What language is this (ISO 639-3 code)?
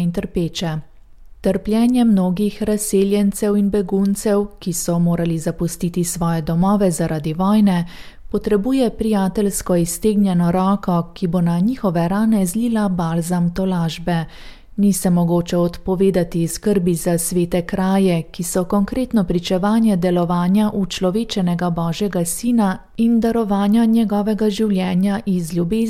slv